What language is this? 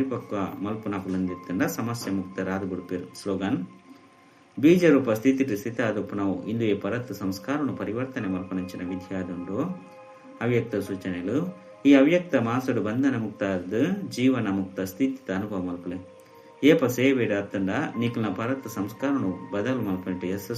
Tulu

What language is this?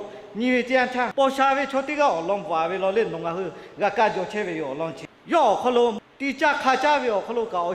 Lahu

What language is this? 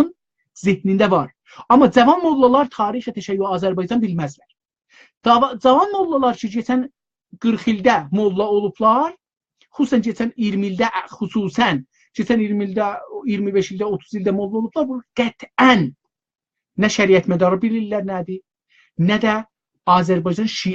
South Azerbaijani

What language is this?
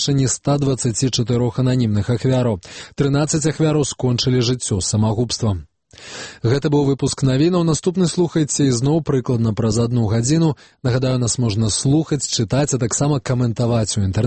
Belarusian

